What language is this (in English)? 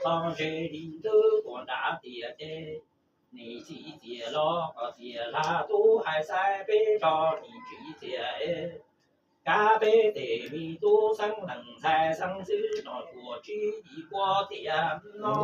Hmong